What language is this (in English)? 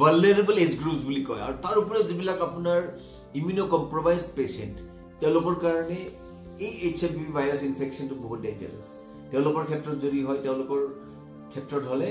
Assamese